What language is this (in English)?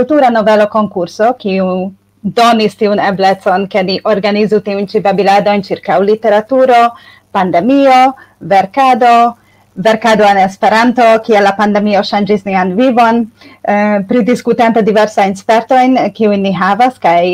Esperanto